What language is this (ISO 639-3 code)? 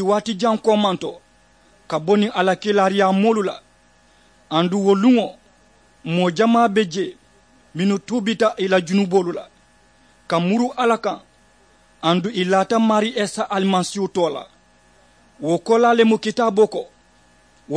man